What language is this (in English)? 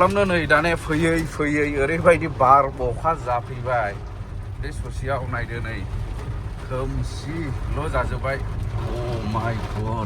Bodo